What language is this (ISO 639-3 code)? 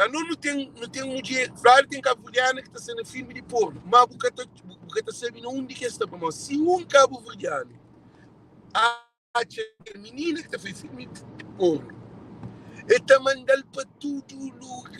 kea